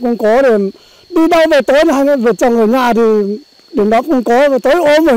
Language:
Vietnamese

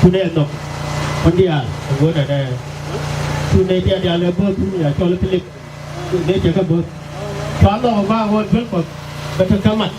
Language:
Nuer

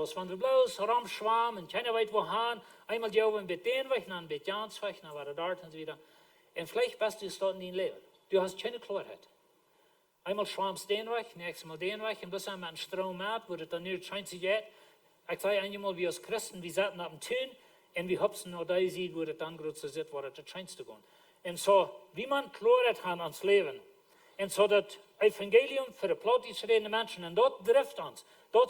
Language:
Plautdietsch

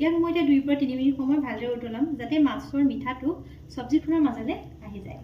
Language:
Assamese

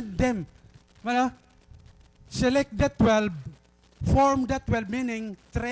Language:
Waray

